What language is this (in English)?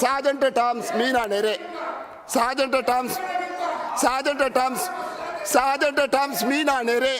Divehi